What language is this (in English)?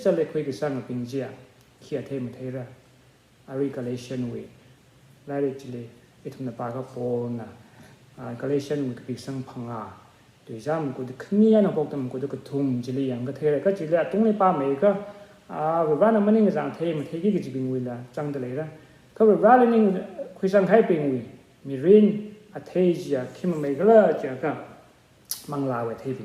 Tangkhul Naga (India)